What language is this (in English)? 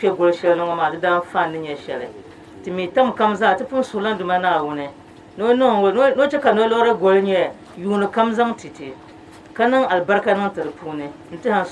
Dagbani